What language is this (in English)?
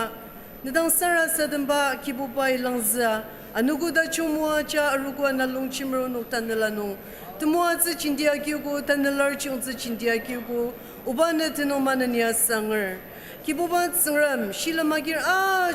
Ao Naga